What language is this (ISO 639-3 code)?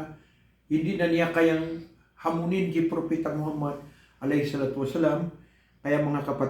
mrw